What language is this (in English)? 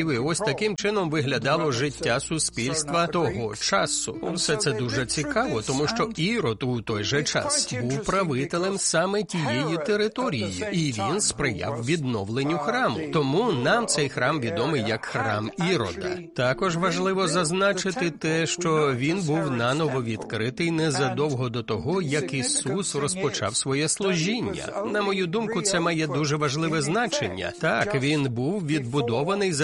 Ukrainian